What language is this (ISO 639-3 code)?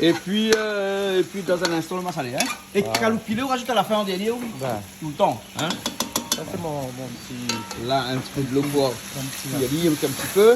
rcf